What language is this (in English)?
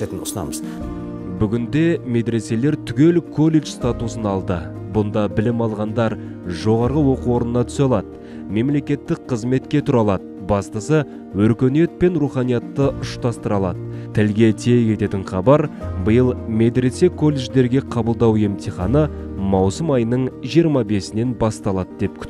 Kazakh